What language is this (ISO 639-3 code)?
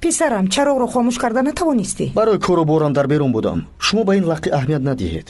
tgk